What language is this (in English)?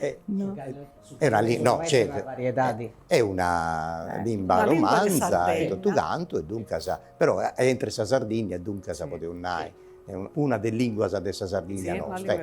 Sardinian